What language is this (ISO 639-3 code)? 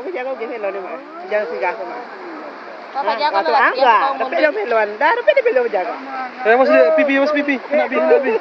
min